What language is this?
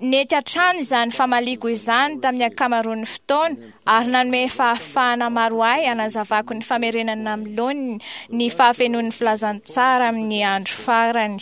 Malagasy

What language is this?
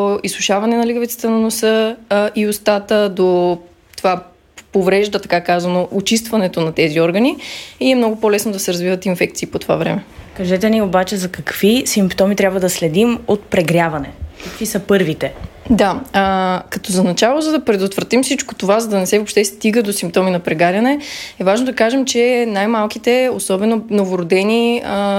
Bulgarian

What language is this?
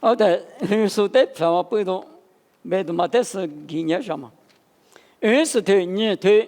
Lisu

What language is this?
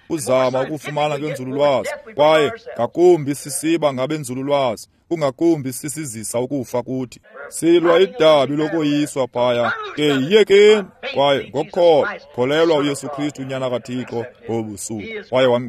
Xhosa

